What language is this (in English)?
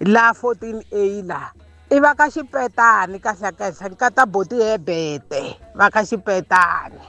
Tsonga